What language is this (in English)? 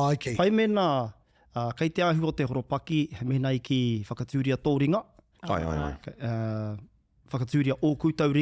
Māori